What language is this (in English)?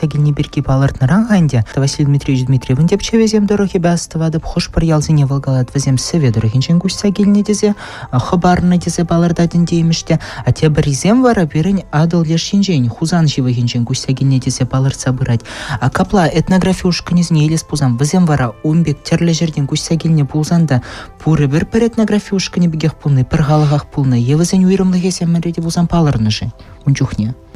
Chuvash